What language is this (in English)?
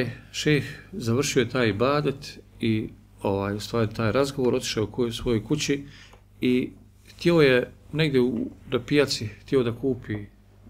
Bosnian